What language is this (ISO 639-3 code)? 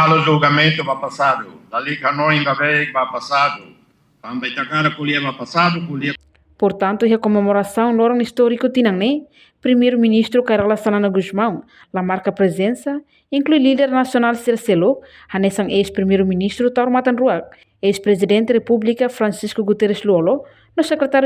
tet